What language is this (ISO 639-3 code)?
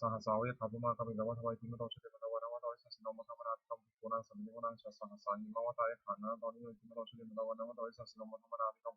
pli